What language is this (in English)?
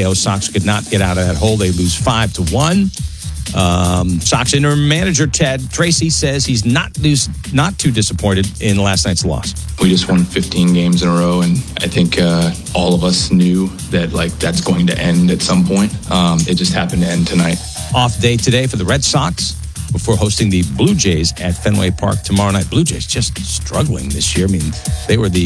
English